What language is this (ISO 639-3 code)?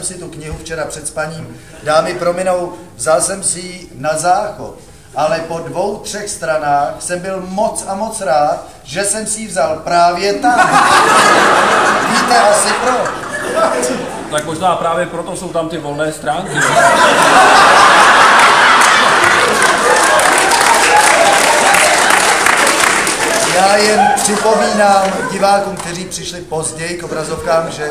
ces